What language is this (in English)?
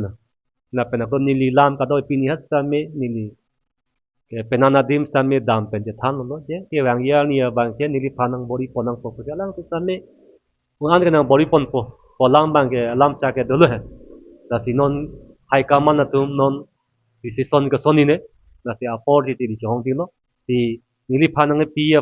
Karbi